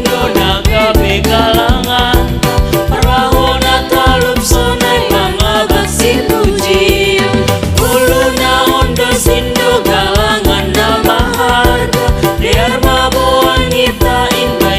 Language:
Batak Simalungun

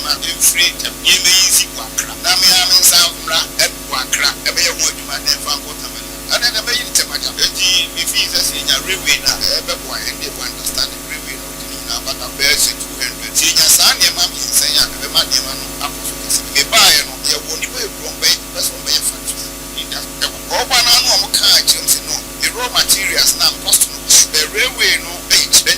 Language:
Akan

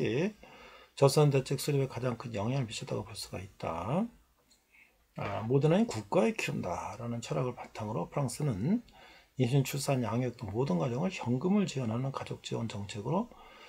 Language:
Korean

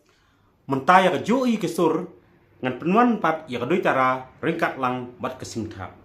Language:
Khasi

